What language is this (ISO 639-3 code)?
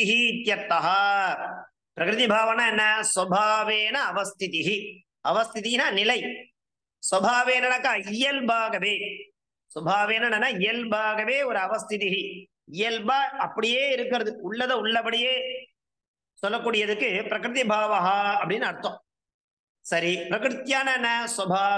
tam